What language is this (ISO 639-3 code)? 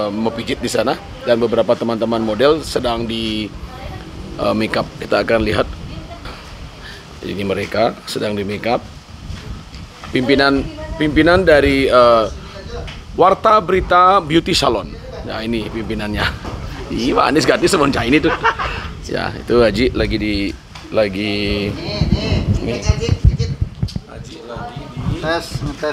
ind